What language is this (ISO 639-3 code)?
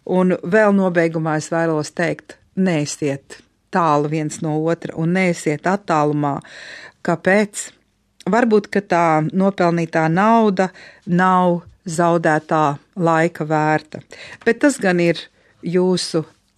lav